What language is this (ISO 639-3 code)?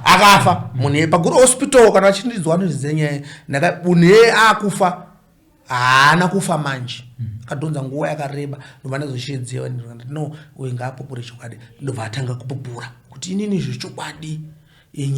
sna